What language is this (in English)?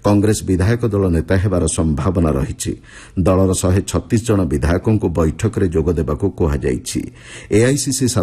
Odia